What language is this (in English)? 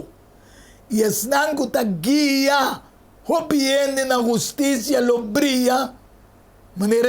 Papiamento